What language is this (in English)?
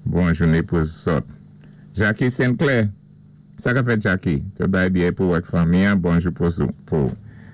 Saint Lucian Creole French